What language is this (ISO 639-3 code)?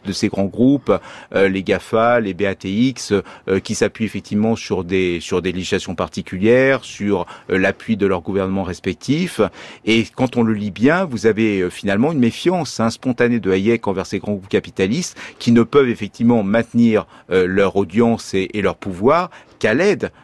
fra